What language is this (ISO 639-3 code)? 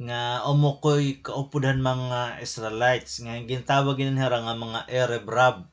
war